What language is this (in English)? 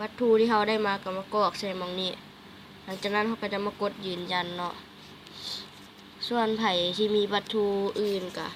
Lao